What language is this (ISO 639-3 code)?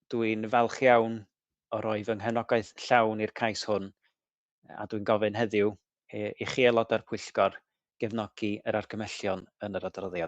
cym